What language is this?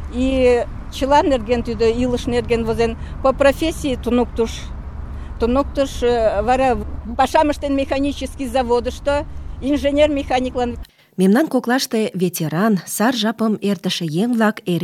Mari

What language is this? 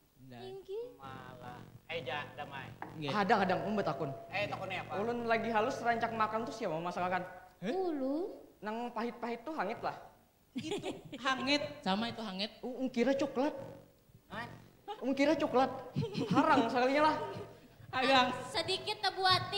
Banjar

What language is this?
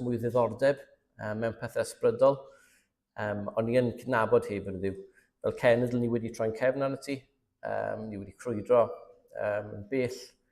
Welsh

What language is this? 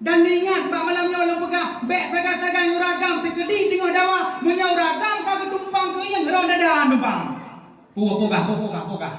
Achinese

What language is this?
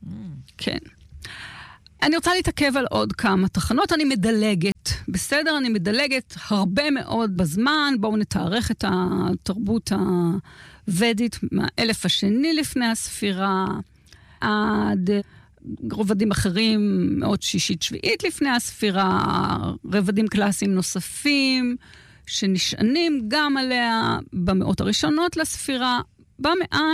Hebrew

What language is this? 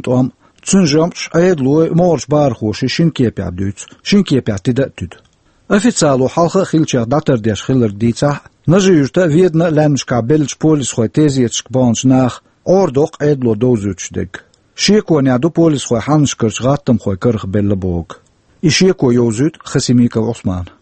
Chechen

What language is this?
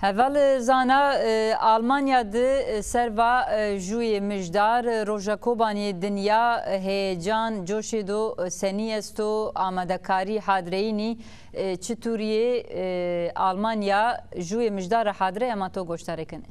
Zaza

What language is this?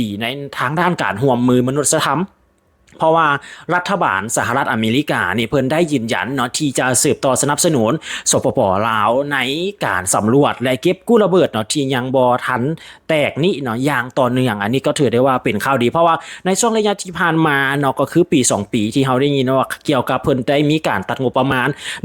Lao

